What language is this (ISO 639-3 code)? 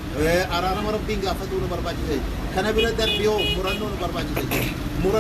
orm